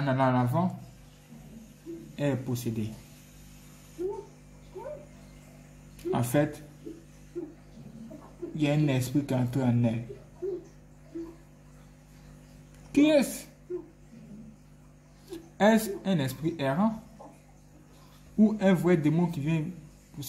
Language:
French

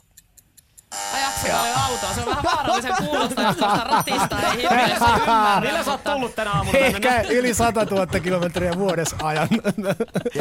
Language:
Finnish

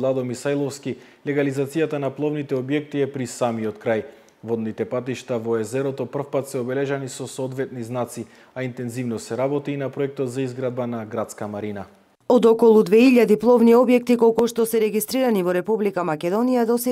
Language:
Macedonian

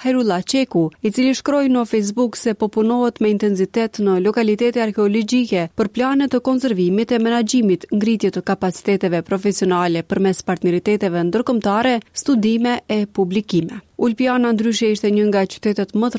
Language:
Albanian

